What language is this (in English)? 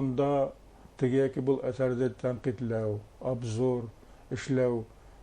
Bashkir